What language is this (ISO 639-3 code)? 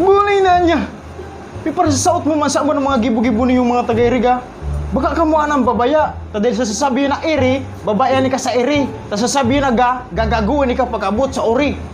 bik